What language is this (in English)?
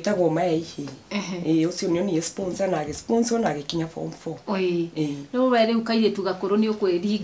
Kikuyu